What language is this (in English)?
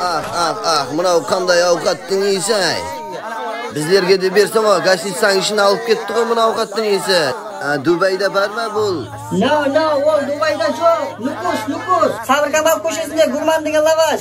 Kara-Kalpak